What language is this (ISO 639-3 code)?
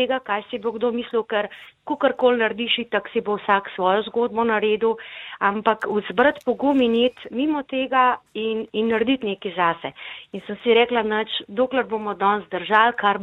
slv